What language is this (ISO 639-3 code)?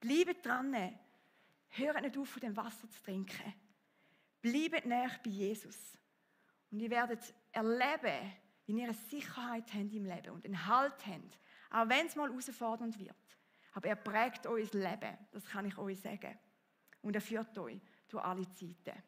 gsw